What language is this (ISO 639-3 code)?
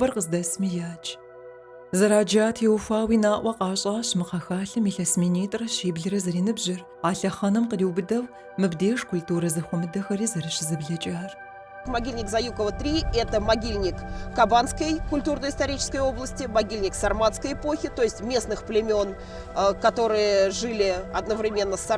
kbd